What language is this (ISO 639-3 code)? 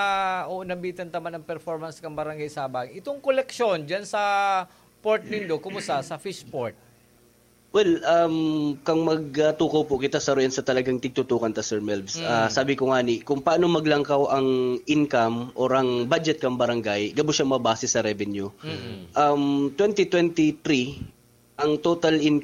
bik